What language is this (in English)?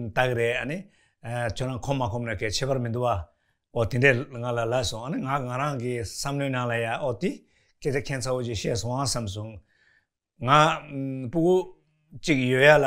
Tibetan